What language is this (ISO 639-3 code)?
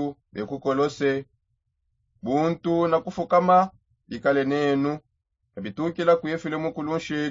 sop